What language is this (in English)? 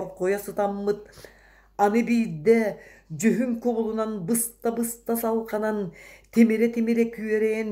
Yakut